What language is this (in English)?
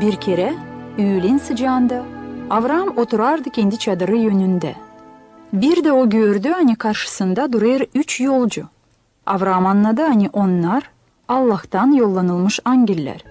Gagauz